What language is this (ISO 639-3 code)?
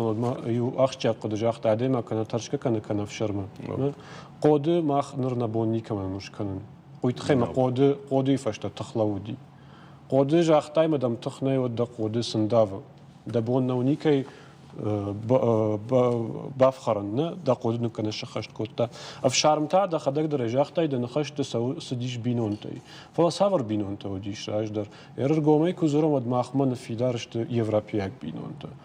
oss